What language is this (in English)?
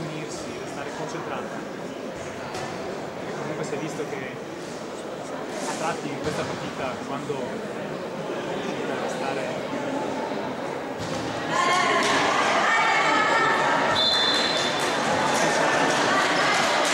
Italian